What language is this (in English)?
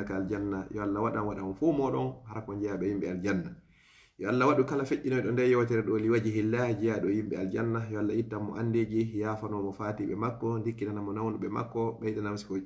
Fula